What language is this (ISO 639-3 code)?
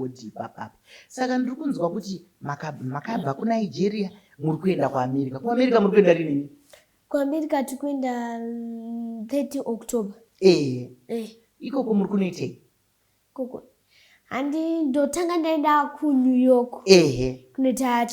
sna